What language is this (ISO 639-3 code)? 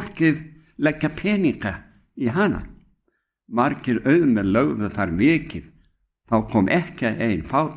isl